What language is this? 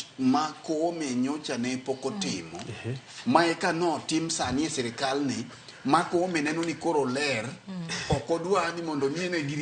Luo (Kenya and Tanzania)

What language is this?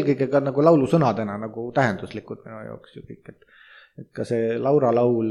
Estonian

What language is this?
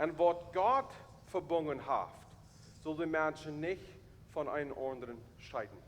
Plautdietsch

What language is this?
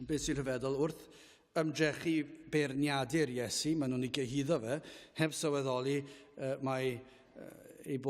Welsh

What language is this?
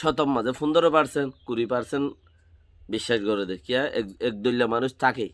Rohingya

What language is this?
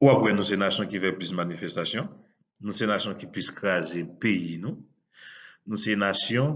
Haitian Creole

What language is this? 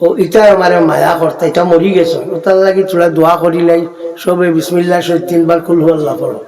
Sylheti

